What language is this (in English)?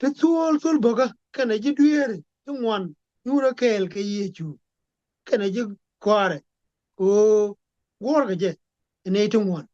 Nuer